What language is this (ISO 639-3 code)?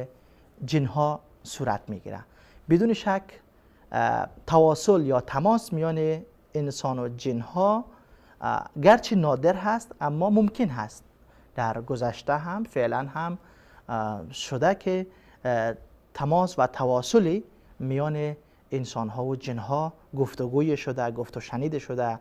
fas